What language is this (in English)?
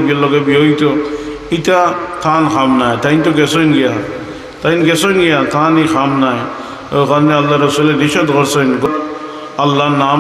Sylheti